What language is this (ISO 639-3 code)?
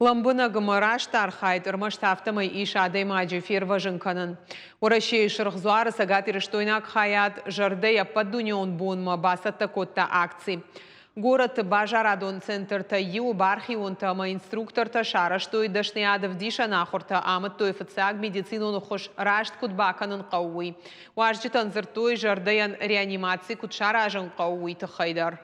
oss